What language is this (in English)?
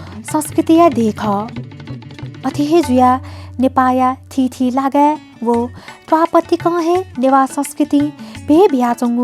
Newari